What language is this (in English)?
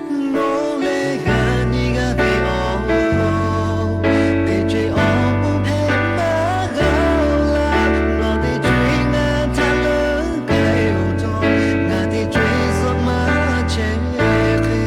Lahu